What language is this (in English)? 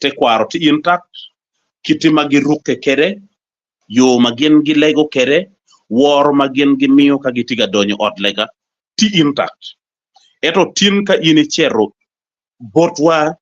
Acoli